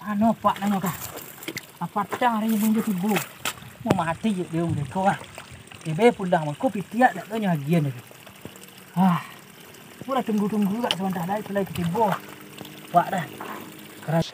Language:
Minangkabau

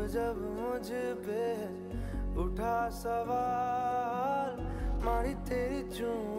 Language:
Konkani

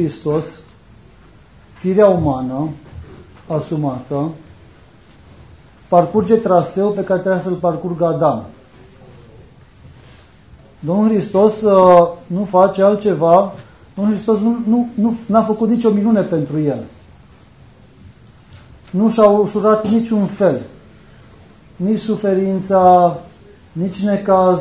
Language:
Romanian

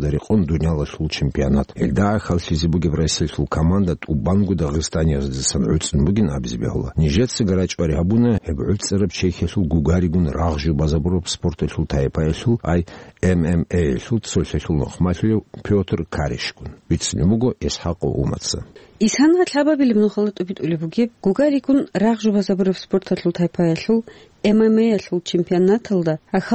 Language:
Avaric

